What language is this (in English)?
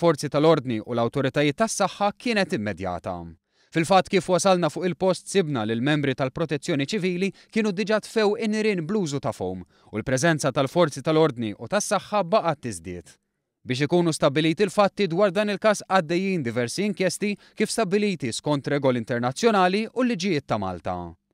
Maltese